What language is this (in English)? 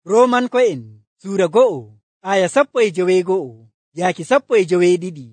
Nigerian Fulfulde